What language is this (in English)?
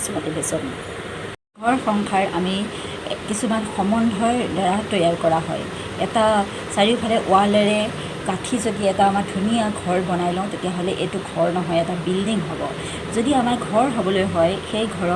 Assamese